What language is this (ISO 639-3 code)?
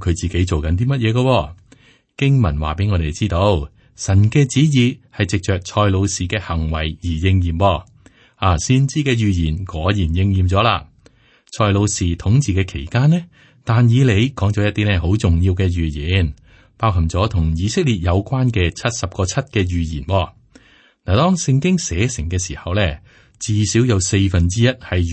yue